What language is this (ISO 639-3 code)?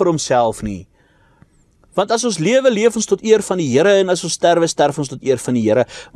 afr